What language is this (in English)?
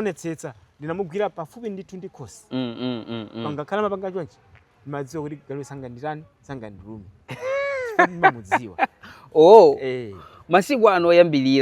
Nyanja